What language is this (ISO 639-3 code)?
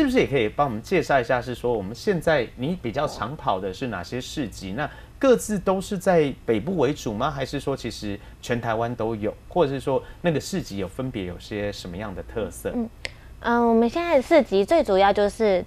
zho